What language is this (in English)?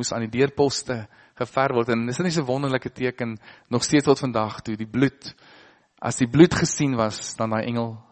Afrikaans